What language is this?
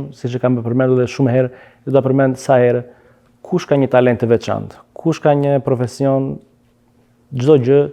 Albanian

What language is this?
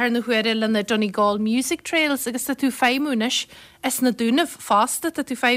Irish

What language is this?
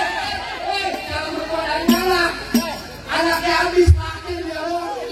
Betawi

